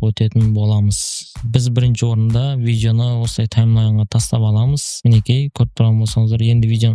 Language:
Kazakh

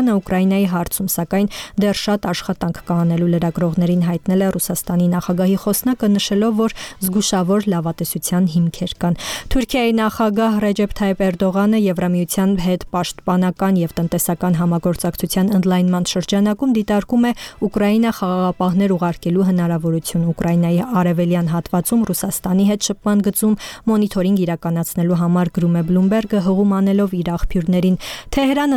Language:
Armenian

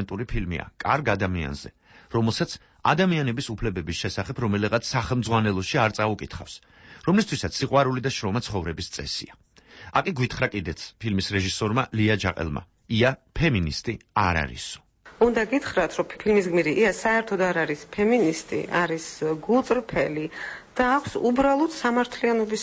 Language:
Georgian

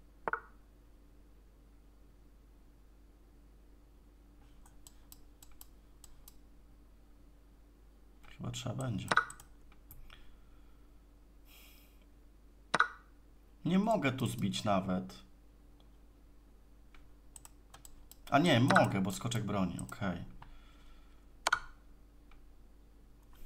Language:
Polish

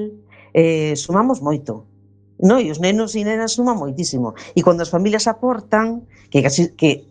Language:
Galician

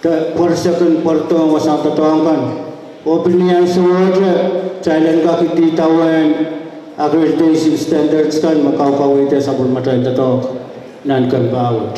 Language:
Pohnpeian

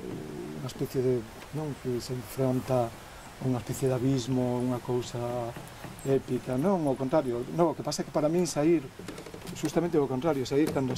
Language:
Galician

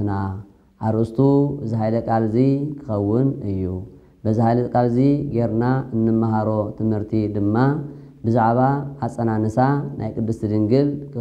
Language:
Tigrinya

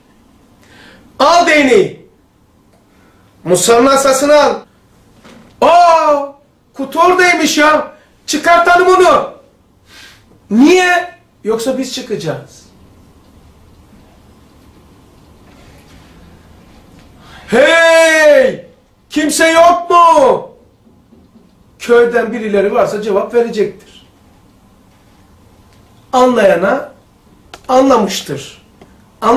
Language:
Turkish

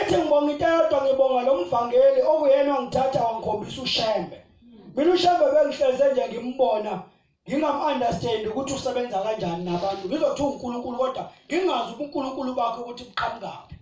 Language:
Zulu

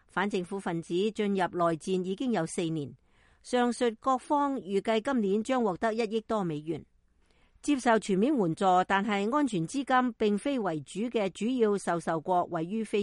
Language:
Cantonese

